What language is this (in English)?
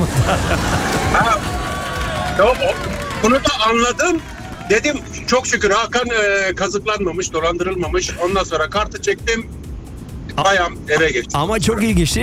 Turkish